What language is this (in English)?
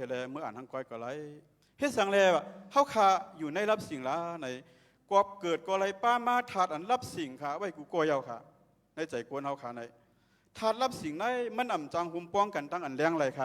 Shan